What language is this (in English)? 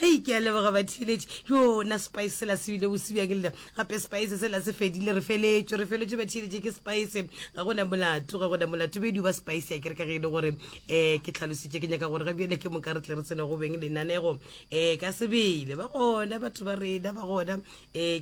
Northern Sotho